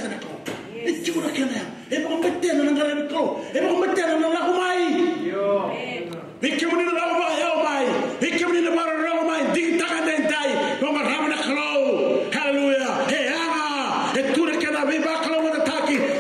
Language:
Fijian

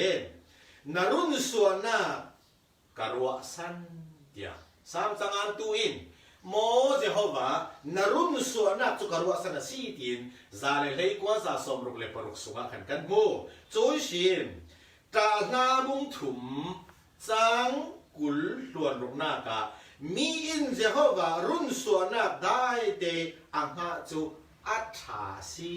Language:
Falam Chin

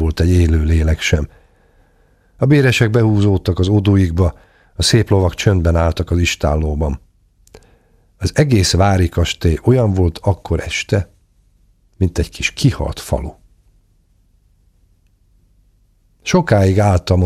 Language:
Hungarian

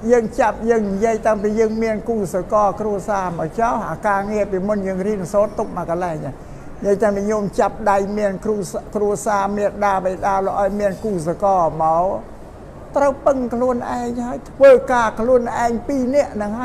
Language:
Khmer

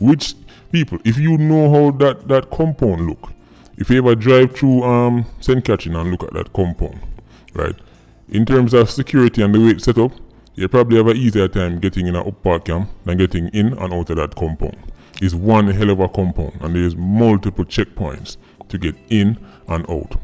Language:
Jamaican Creole English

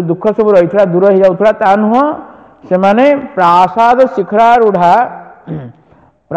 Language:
Odia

